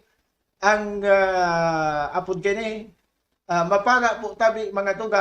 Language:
Bikol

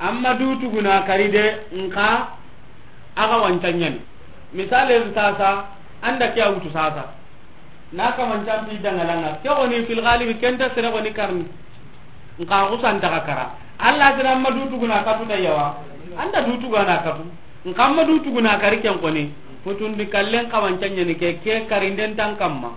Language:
Soninke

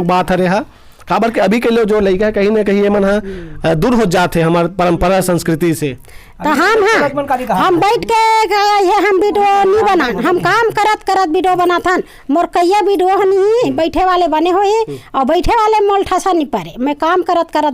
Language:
Chhattisgarhi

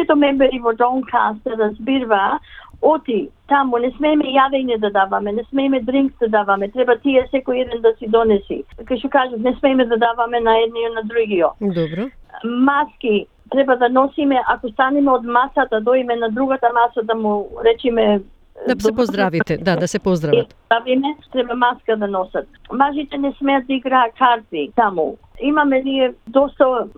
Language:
Macedonian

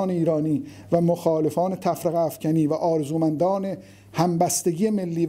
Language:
Persian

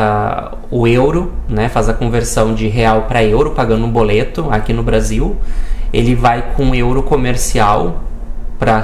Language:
Portuguese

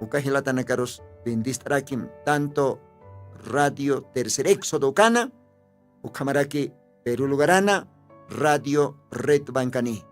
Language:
Aymara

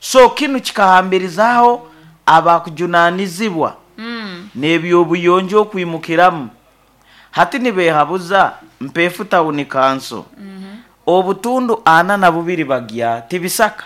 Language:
Nyankole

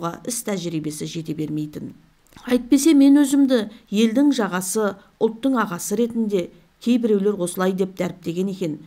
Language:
Kazakh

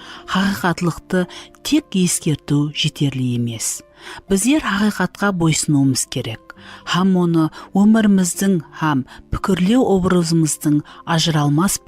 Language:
Kara-Kalpak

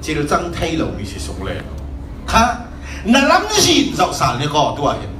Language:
Falam Chin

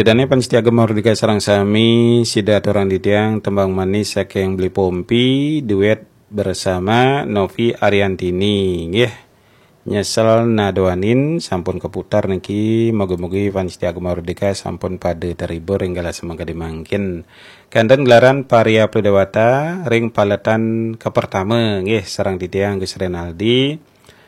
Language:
Balinese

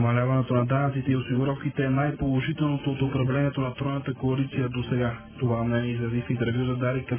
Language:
Bulgarian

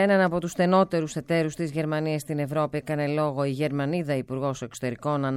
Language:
Greek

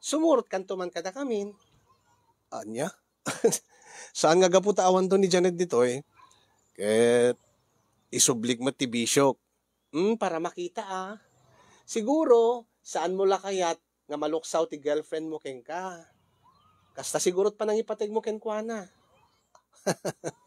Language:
Iloko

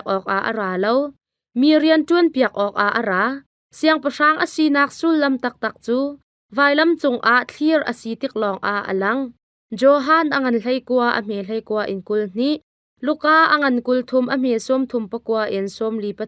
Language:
Hakha Chin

